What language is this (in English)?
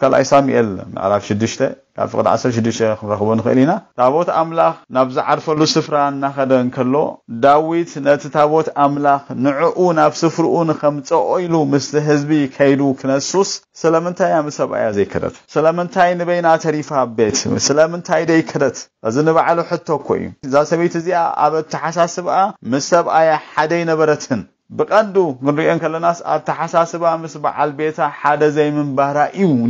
Tigrinya